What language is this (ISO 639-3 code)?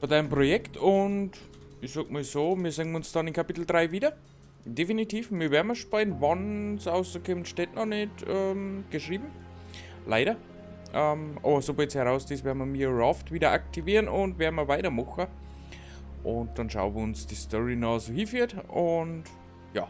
bar